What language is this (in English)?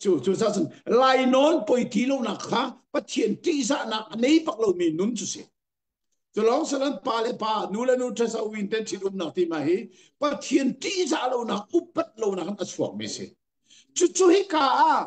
Hakha Chin